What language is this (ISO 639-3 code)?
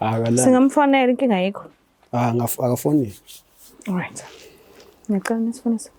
zul